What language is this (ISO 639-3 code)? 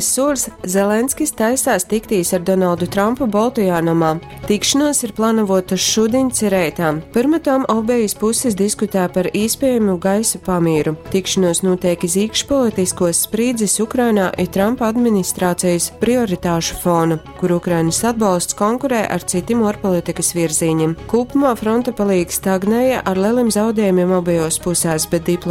ltg